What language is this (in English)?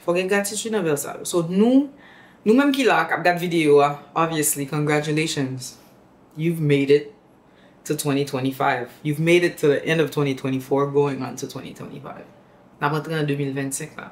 Haitian Creole